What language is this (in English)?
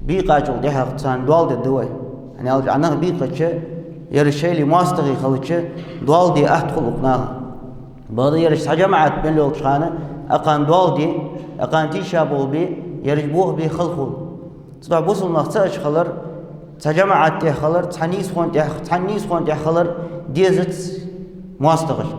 Ingush